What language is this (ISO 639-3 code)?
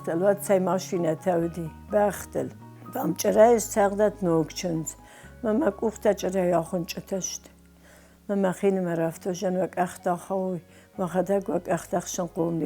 oss